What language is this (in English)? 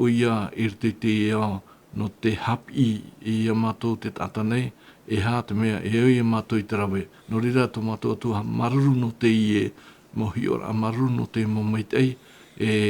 Tahitian